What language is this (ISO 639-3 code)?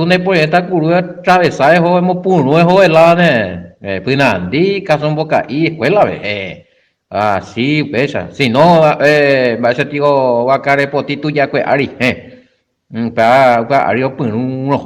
grn